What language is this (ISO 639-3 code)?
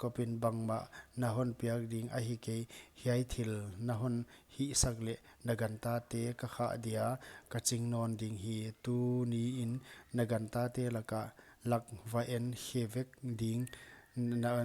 pck